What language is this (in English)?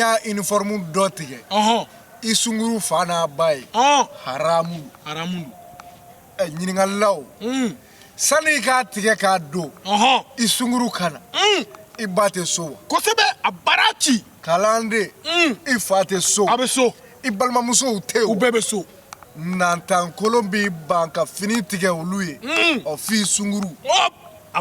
Bambara